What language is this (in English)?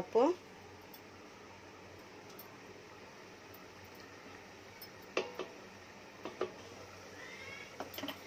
Tamil